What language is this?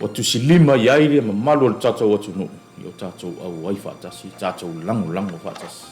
Samoan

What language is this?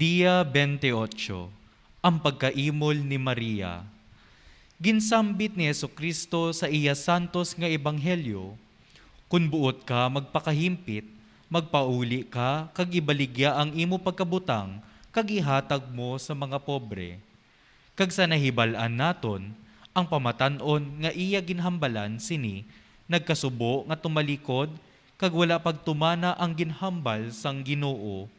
Hiligaynon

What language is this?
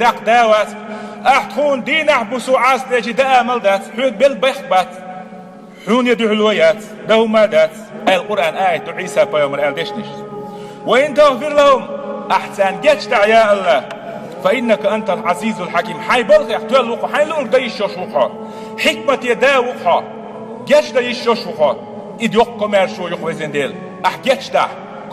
Chechen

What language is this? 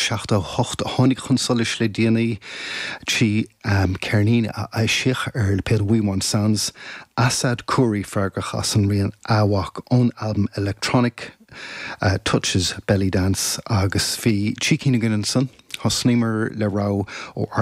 Irish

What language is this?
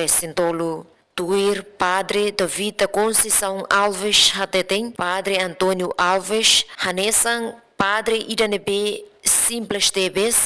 Tetum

